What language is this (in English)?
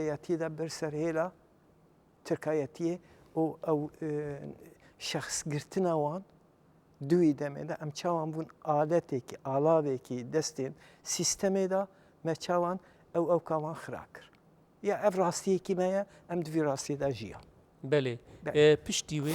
Kurdish